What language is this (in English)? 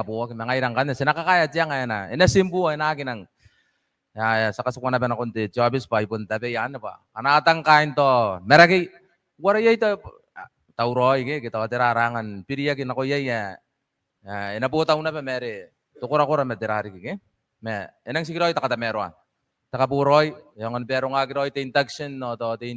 Gilbertese